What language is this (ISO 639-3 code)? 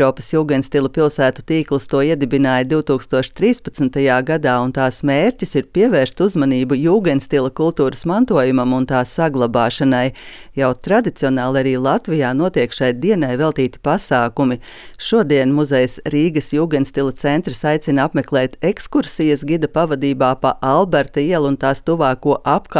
lav